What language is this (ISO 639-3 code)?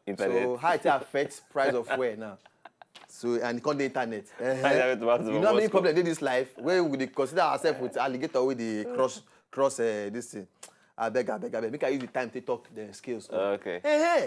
pcm